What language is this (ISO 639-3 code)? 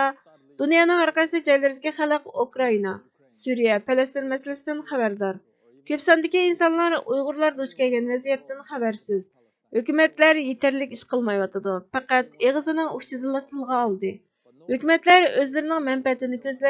uig